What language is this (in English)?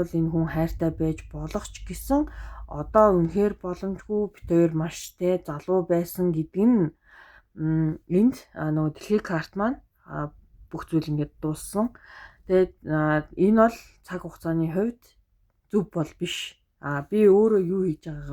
Mongolian